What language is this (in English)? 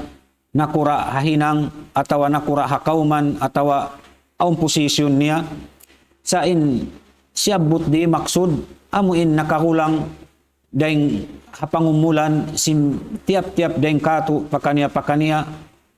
Tausug